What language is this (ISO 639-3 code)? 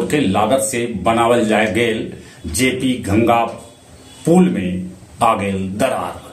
mag